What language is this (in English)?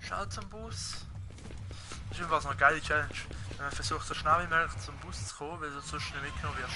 Swiss German